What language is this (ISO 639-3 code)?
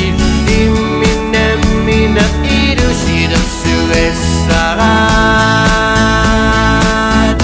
kal